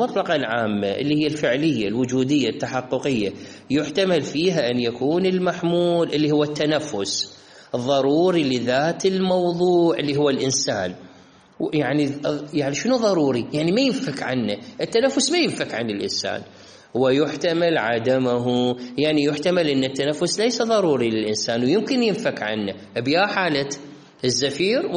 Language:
Mesopotamian Arabic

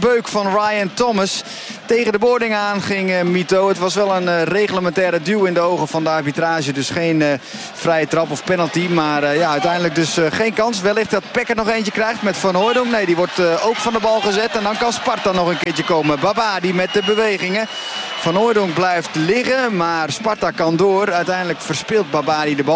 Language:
Dutch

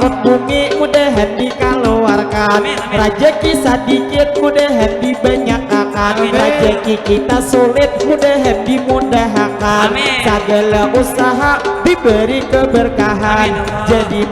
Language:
Banjar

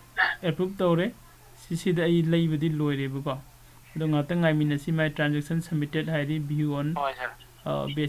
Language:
Manipuri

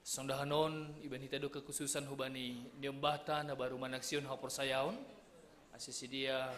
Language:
Batak Simalungun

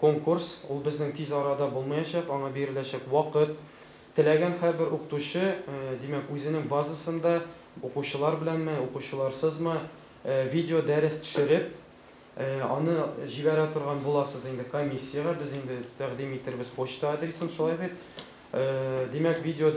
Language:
Tatar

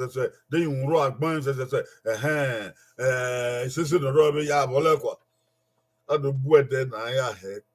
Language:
Bini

